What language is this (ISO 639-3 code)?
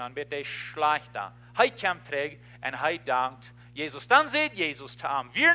pdt